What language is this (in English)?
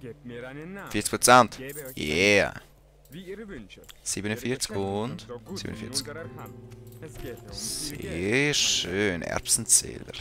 Swiss German